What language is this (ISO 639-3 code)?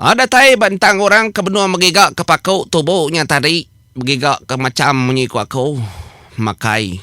iba